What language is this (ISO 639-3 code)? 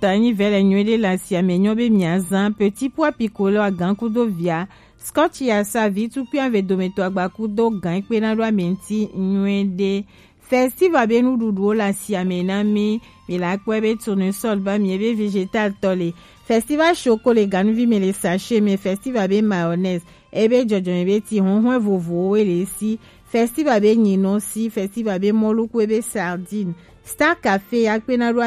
gej